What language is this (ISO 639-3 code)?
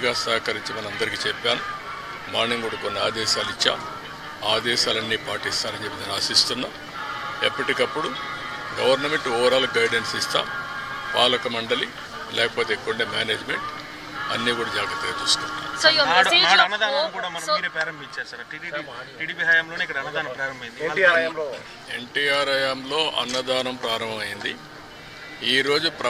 tel